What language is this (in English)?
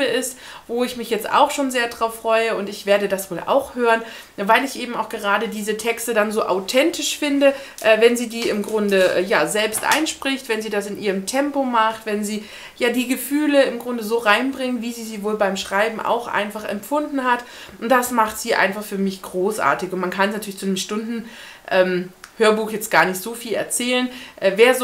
German